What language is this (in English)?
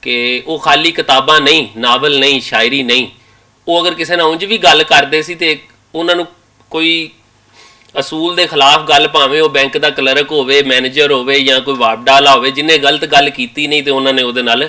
Western Panjabi